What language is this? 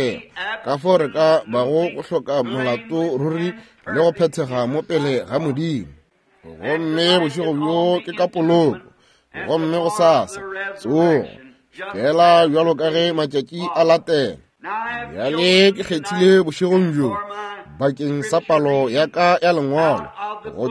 Northern Sotho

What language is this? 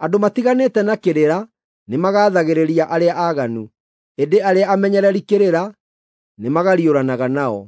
Kikuyu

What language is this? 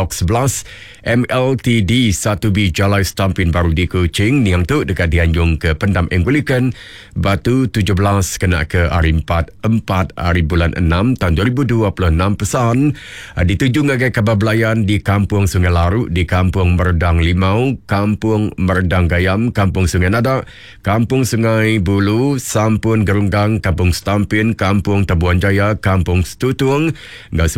Iban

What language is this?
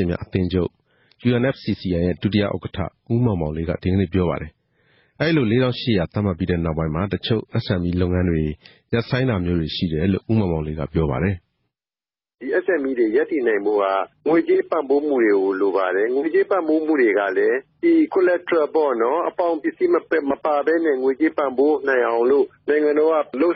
Burmese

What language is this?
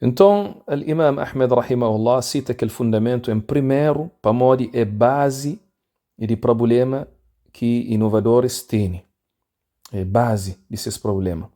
Kabuverdianu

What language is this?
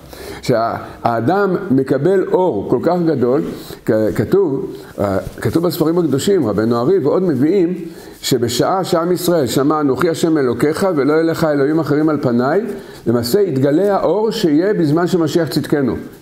Hebrew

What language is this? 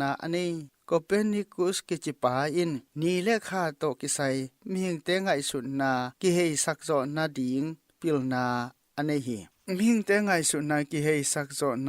Tedim Chin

